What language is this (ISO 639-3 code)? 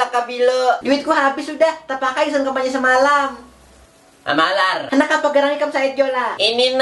bjn